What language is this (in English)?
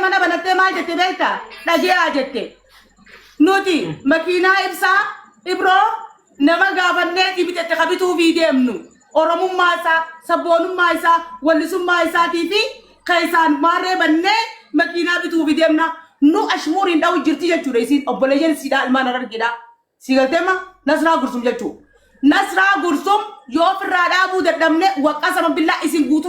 Oromo